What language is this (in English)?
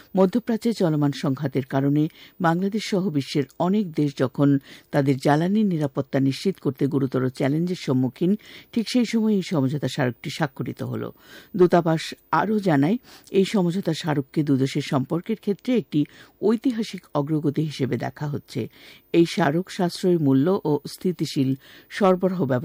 Bangla